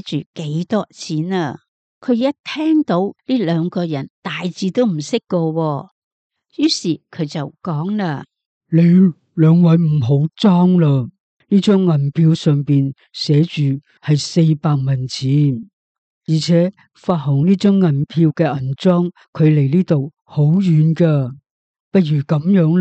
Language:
Cantonese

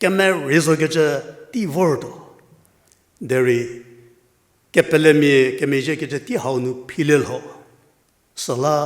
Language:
Angami Naga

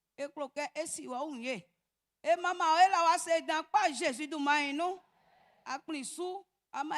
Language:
Baoulé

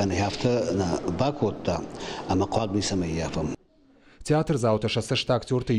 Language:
Ossetic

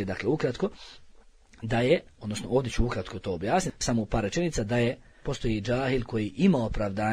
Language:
Bosnian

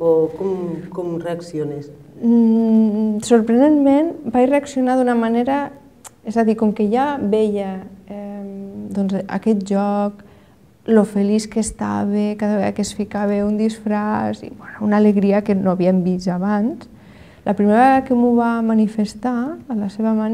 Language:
Catalan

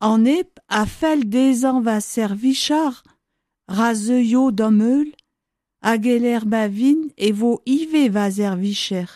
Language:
Breton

